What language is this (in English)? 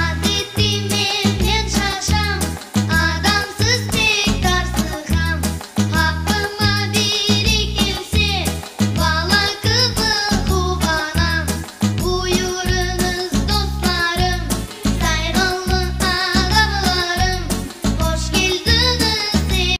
Crimean Tatar